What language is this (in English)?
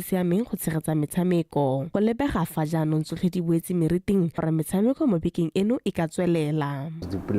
Tswana